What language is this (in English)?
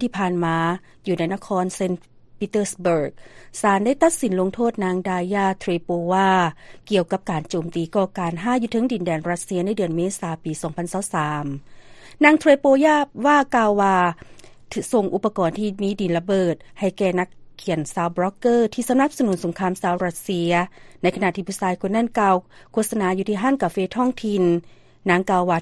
Lao